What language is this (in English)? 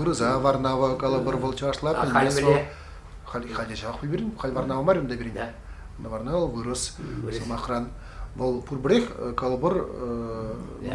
Chuvash